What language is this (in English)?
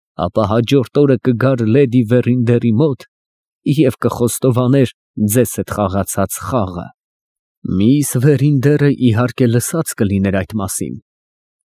Armenian